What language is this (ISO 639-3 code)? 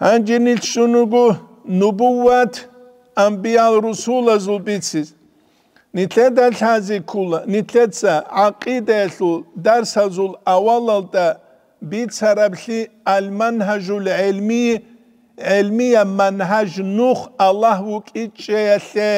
ava